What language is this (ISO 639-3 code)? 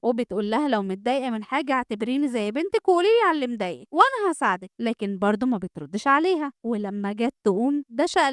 arz